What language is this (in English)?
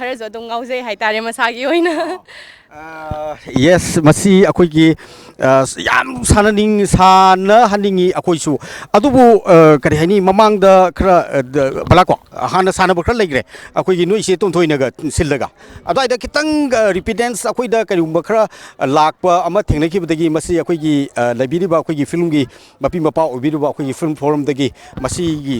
Manipuri